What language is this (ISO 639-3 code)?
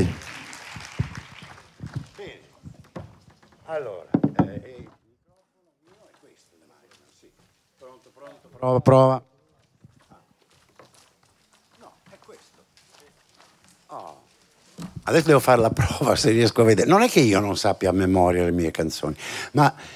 ita